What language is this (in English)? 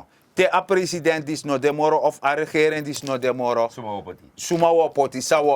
Sranan Tongo